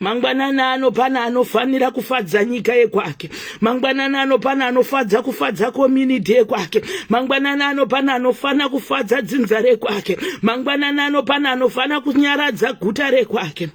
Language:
Shona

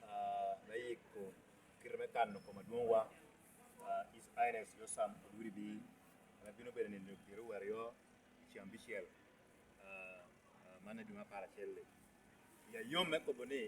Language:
Lango (Uganda)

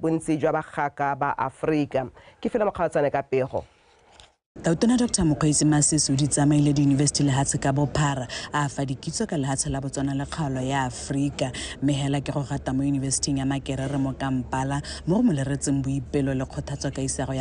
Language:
Tswana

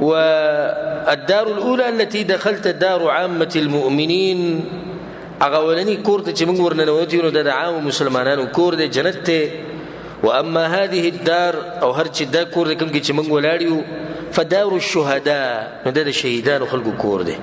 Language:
Pashto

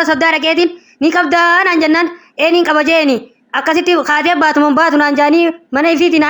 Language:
Oromo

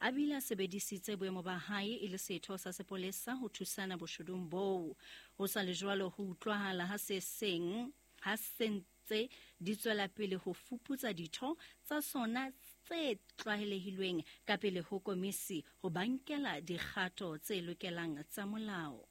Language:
Southern Sotho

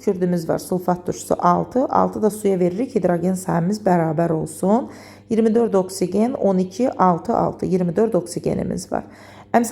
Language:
Azerbaijani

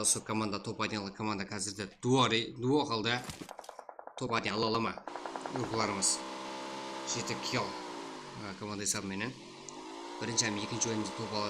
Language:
Kara-Kalpak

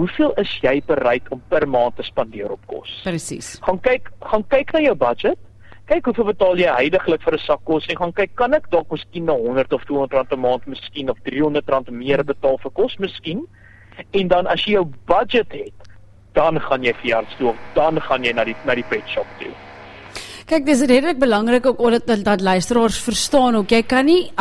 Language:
Afrikaans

